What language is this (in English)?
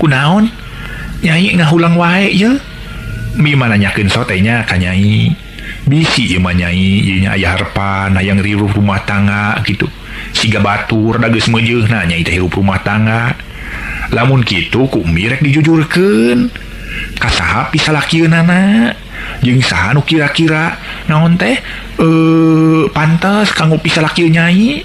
Sundanese